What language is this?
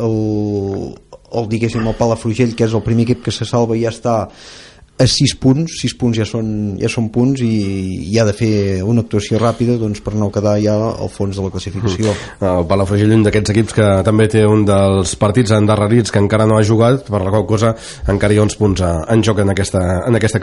Catalan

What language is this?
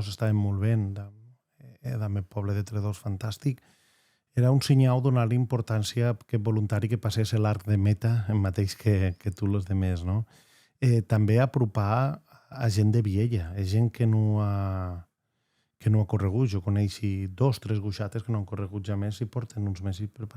Occitan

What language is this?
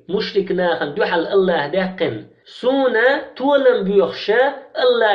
Chechen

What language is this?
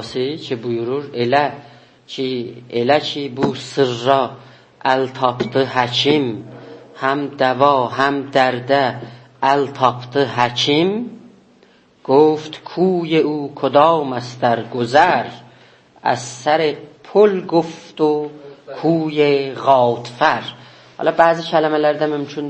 South Azerbaijani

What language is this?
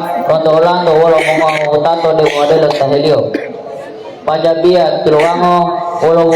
Gorontalo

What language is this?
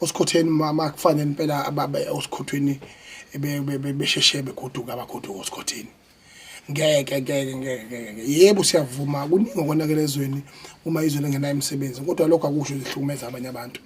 Zulu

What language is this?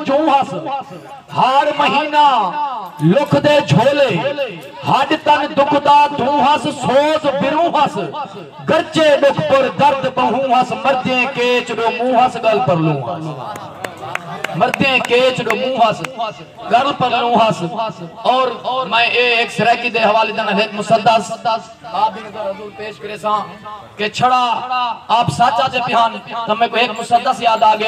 Saraiki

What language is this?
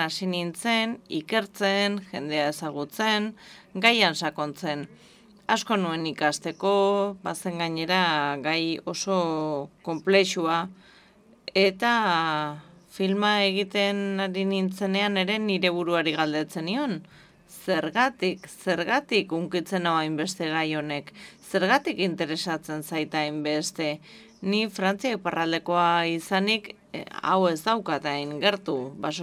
Basque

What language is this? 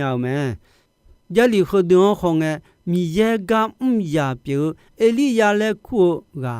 Akha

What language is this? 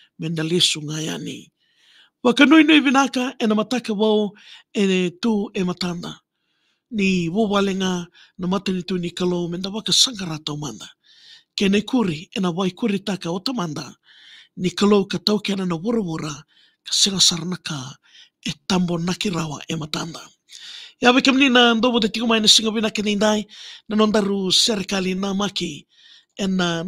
Fijian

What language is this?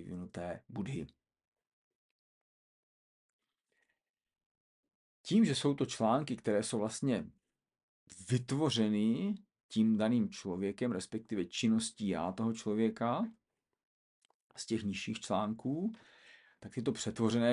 Czech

